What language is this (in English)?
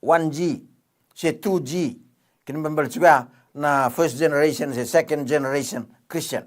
Fijian